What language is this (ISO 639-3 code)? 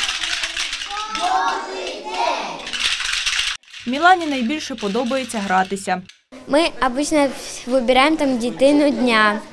ukr